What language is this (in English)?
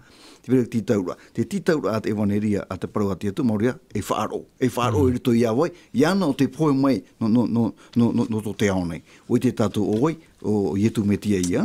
Tahitian